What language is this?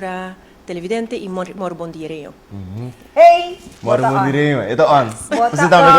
Papiamento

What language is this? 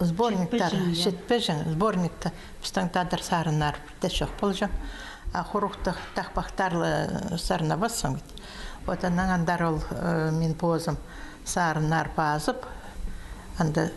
Khakas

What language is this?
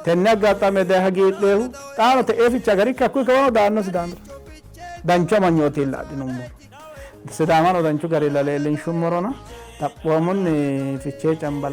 Sidamo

